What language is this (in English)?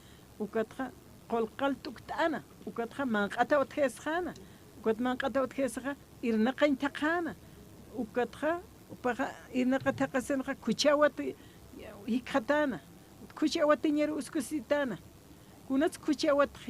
Aymara